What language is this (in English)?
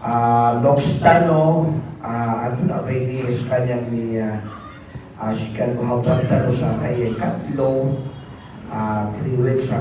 Maranao